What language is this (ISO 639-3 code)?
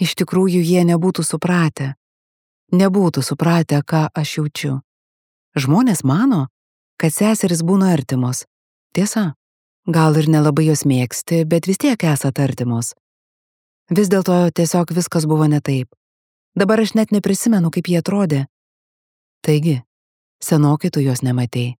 lit